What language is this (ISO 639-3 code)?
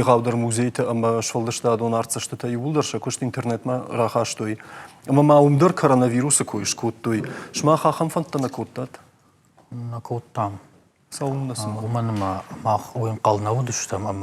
oss